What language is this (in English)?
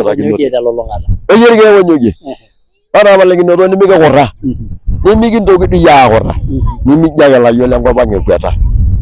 Masai